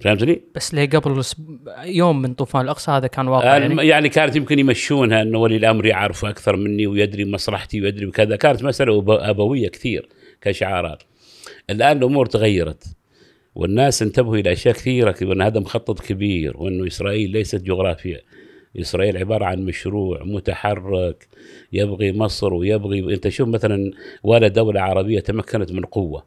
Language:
Gulf Arabic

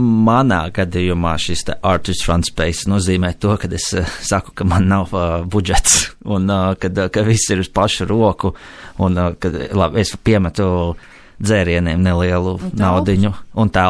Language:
Latvian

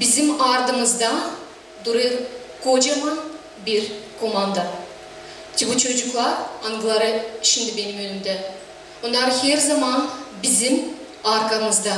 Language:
Gagauz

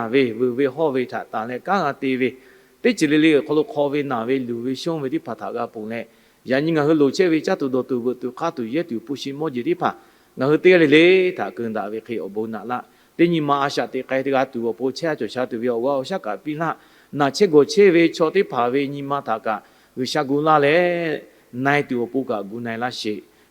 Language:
Lahu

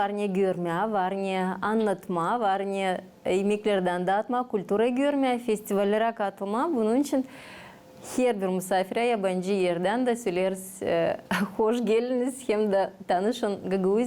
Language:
Gagauz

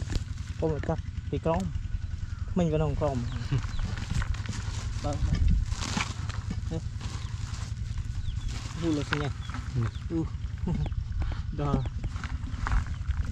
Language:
Vietnamese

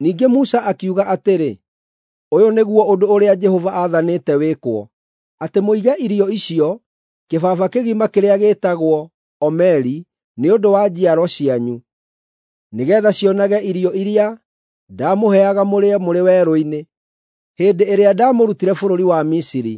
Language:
Kikuyu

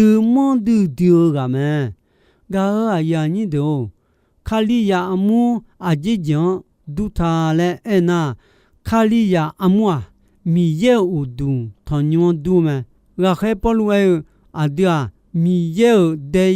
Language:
Akha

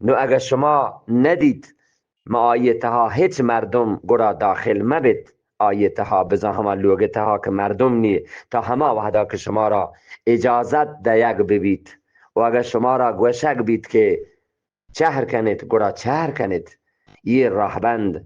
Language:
Eastern Balochi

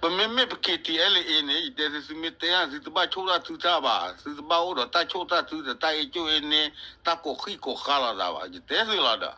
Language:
S'gaw Karen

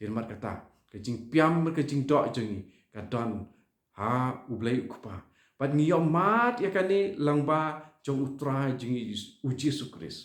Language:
Khasi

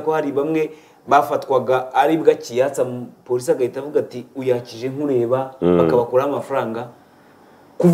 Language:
Kinyarwanda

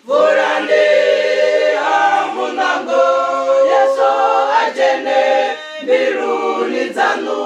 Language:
Venda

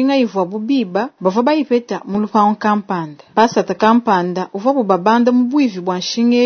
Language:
Luba-Lulua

